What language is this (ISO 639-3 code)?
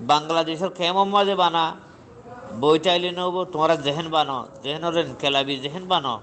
rhg